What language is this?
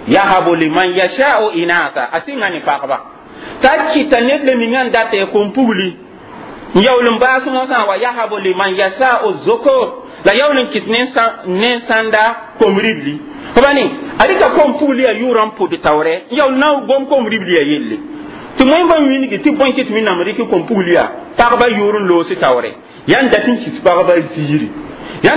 Mossi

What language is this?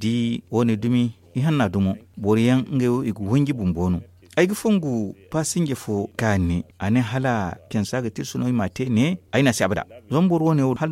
Zarma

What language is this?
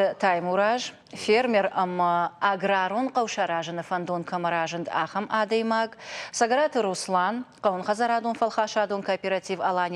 Ossetic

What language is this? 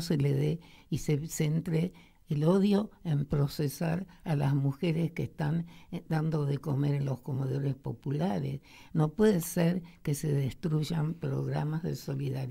Spanish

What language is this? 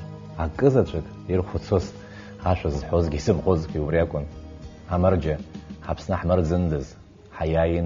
Abkhazian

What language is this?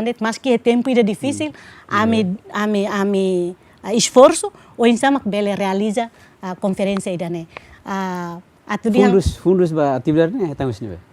Tetum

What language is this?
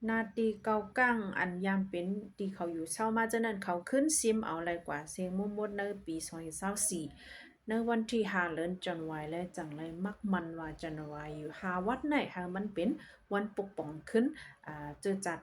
Shan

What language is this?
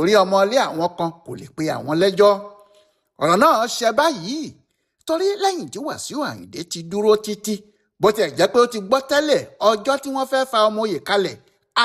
Yoruba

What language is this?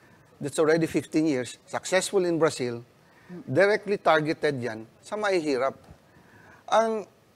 Bikol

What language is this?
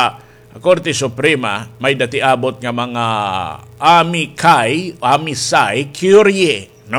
Waray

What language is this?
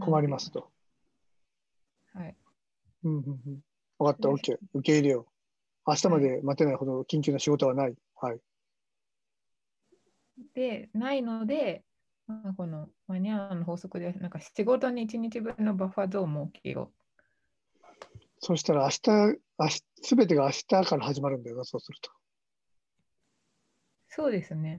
Japanese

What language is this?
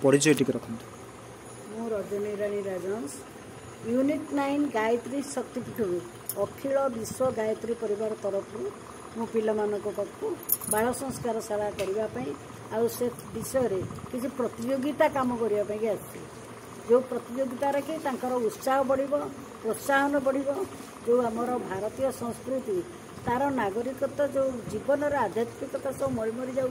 Odia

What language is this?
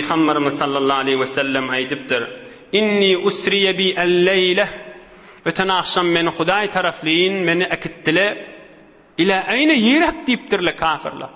Turkmen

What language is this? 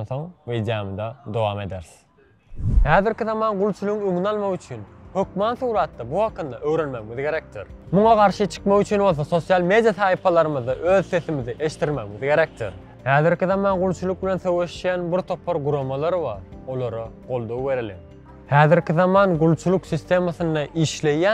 Turkmen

